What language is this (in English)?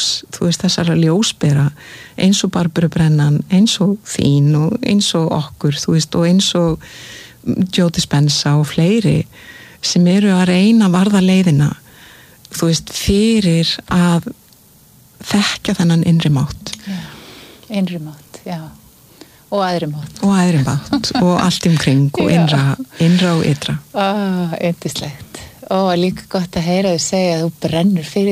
Icelandic